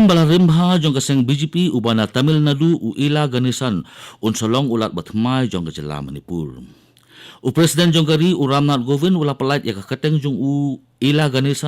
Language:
Khasi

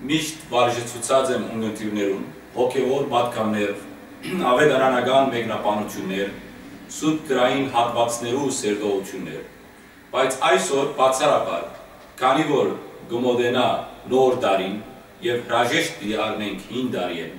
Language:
Western Armenian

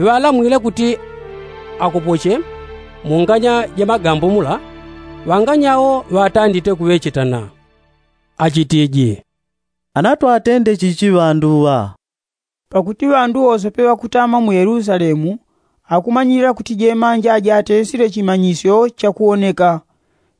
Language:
Yao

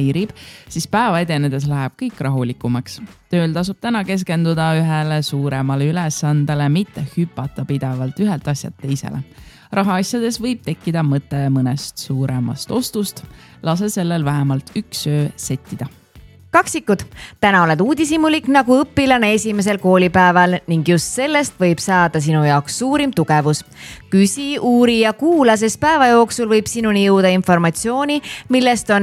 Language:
Estonian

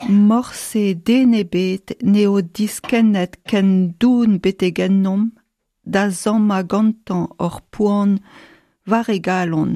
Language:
Breton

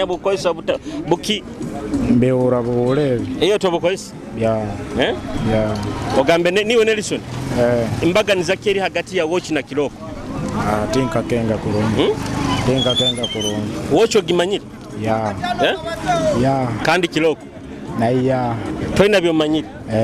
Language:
Nyoro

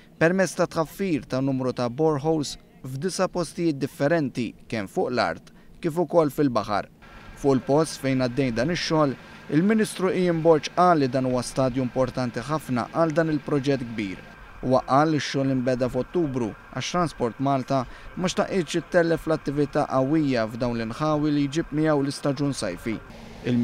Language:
Maltese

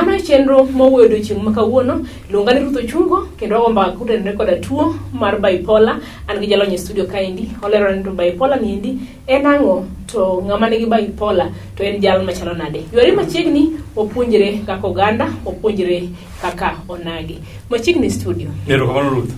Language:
Luo (Kenya and Tanzania)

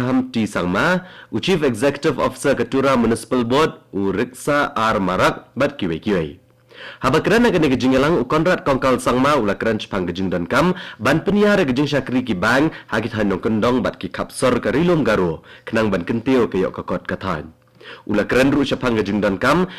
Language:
Khasi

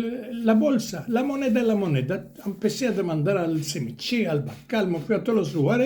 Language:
Ladino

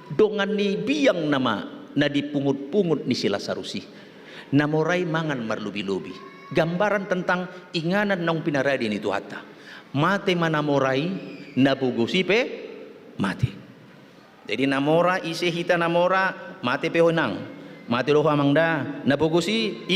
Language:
Batak Toba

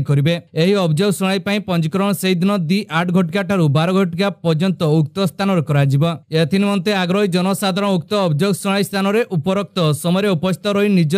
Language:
Odia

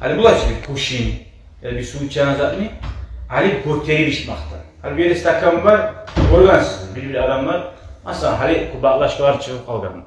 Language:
Kumyk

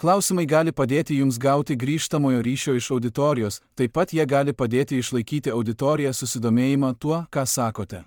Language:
Lithuanian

